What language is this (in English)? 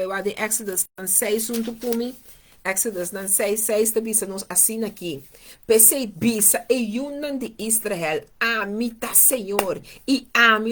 Papiamento